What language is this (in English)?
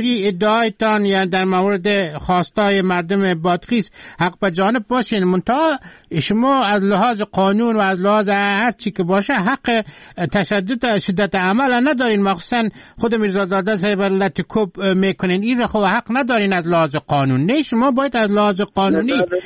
Persian